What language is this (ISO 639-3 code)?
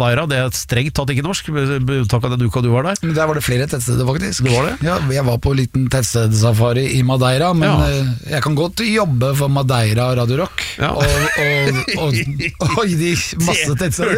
nor